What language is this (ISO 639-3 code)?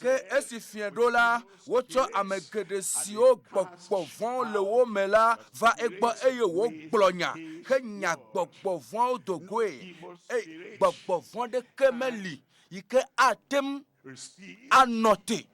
ewe